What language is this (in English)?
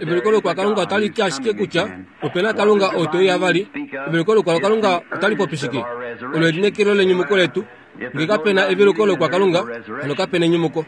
Kuanyama